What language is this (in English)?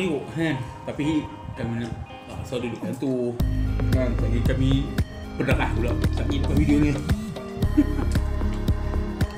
Malay